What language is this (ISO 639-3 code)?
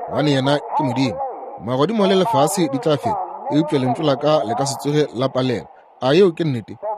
nso